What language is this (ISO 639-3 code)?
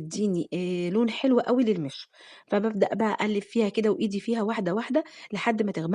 arz